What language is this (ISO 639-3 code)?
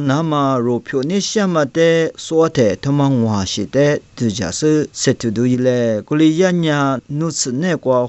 lis